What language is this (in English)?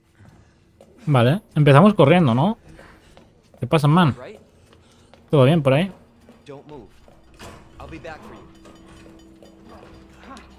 Spanish